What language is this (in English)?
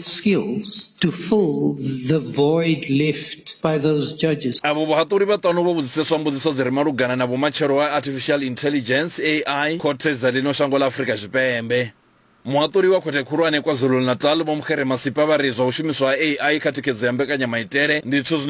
Venda